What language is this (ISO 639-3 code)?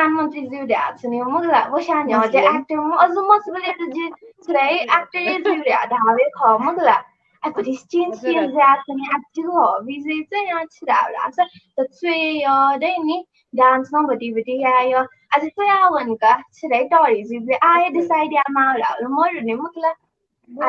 new